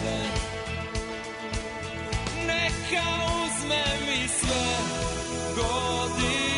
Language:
Serbian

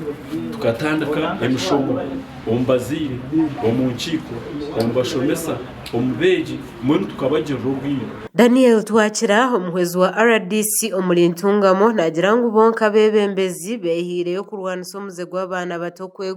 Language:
Nyankole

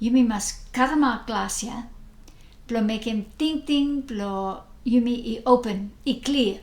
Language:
Bislama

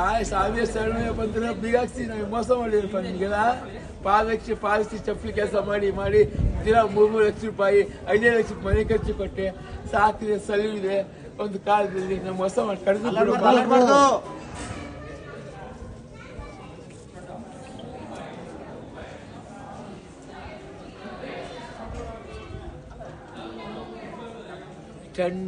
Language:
Kannada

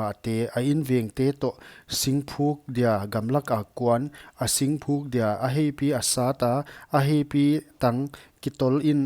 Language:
Paite Chin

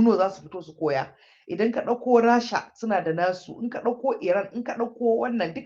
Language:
Hausa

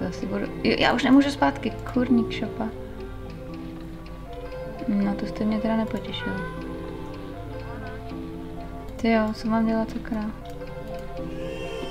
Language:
Czech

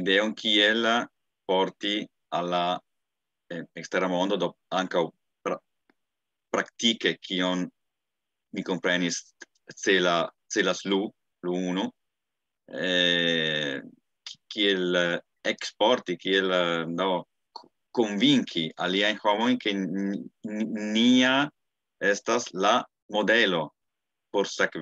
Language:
Esperanto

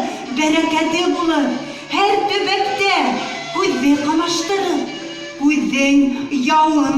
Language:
Bashkir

